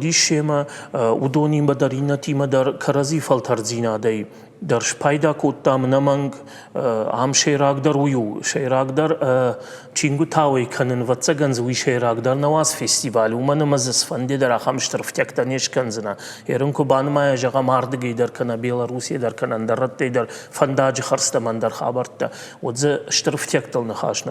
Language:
Ossetic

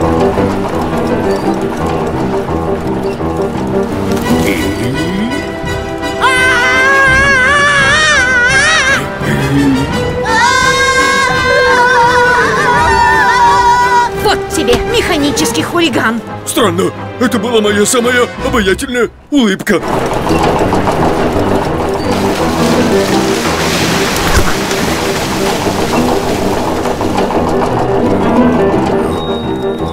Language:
Russian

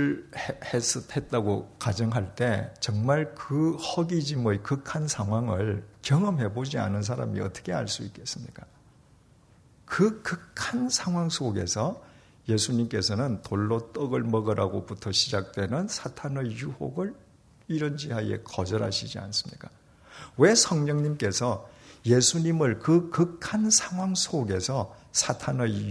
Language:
Korean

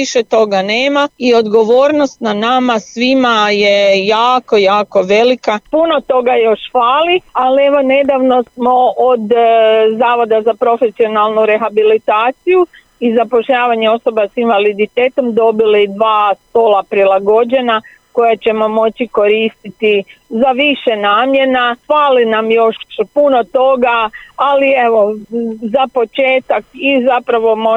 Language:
Serbian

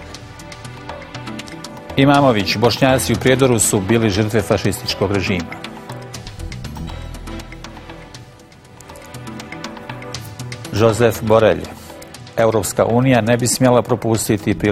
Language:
Bosnian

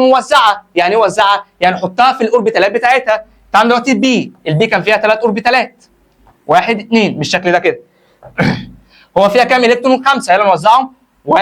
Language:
Egyptian Arabic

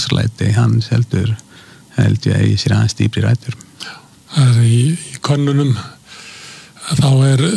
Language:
Icelandic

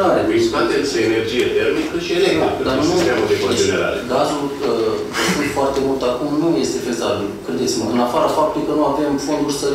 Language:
Romanian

